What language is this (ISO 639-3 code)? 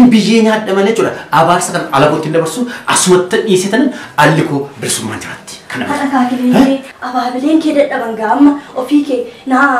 orm